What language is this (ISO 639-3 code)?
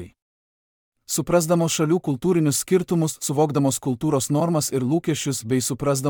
lit